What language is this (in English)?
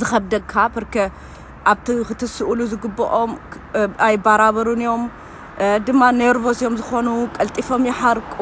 Tigrinya